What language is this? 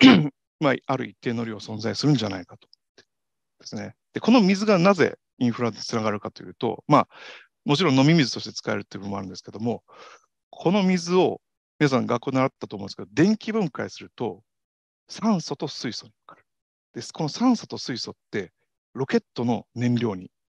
Japanese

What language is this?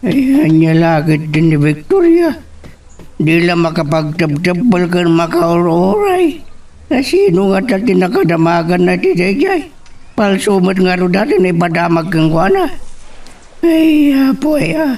Iloko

